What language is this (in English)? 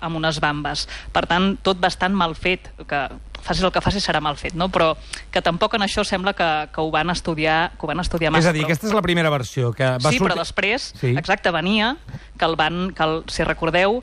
Catalan